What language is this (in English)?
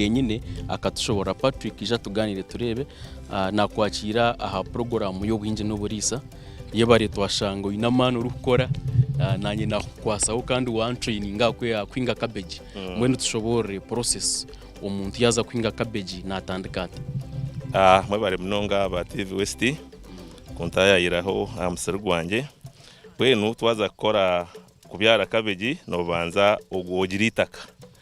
Nyankole